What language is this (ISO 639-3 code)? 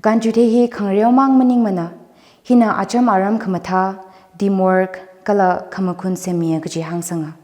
nmf